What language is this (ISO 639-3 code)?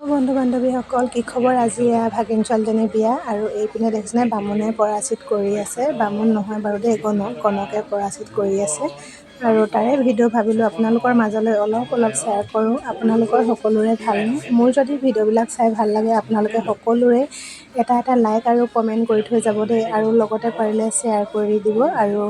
asm